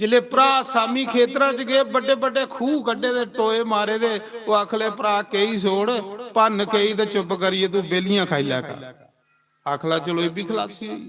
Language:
Dogri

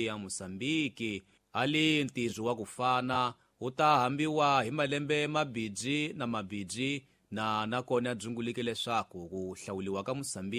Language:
Tsonga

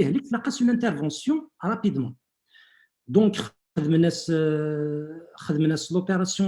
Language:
Kabyle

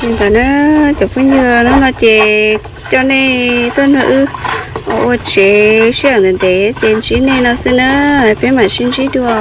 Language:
Hmong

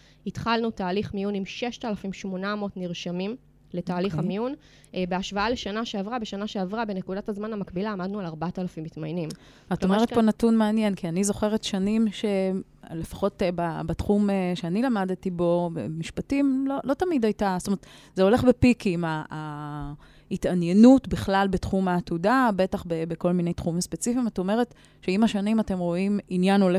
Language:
Hebrew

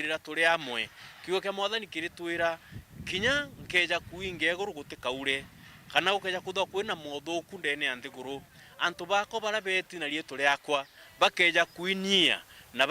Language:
Meru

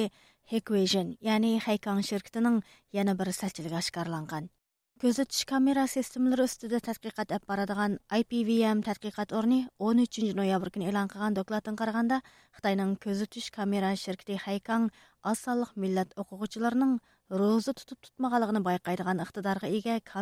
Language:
Uyghur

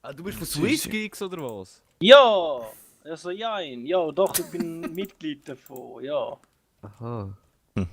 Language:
Swiss German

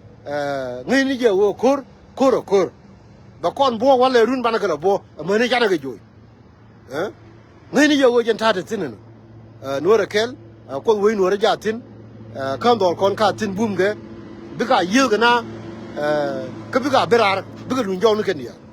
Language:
Nuer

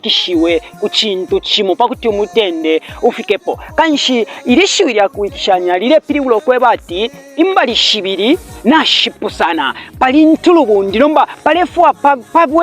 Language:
Bemba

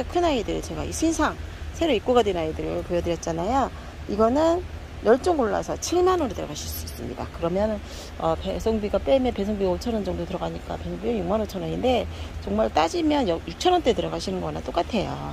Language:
Korean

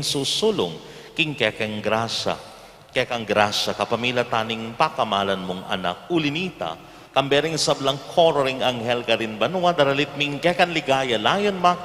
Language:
Pampanga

